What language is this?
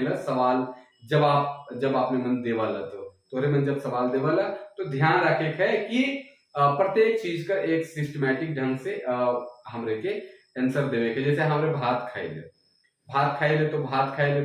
Sadri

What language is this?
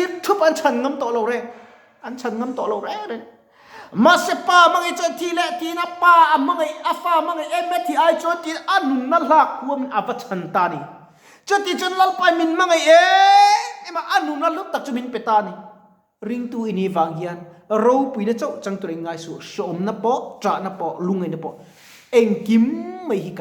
Mizo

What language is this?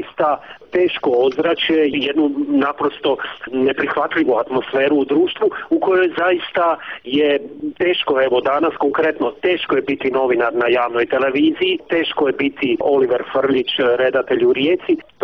Croatian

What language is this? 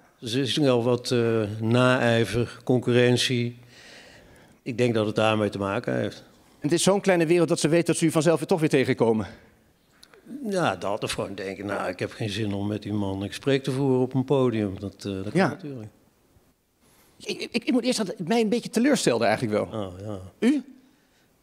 Dutch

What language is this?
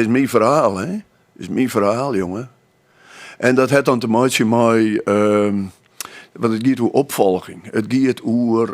Western Frisian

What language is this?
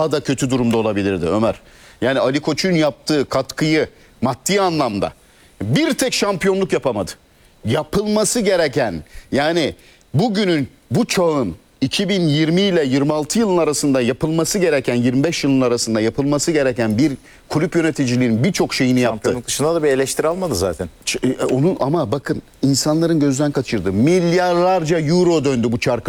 Turkish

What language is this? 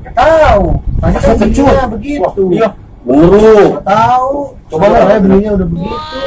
Betawi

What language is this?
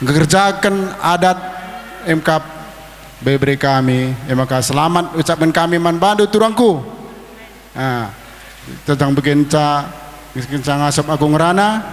Batak Karo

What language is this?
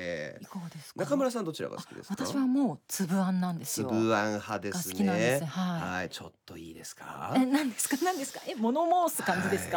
Japanese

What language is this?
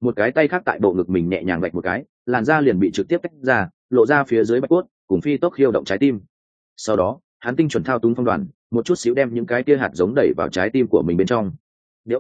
Vietnamese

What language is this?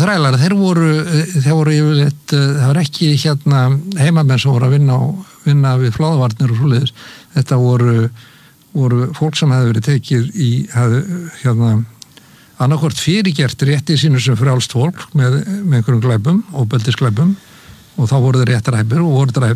Icelandic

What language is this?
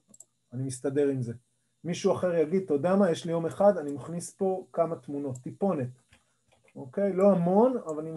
Hebrew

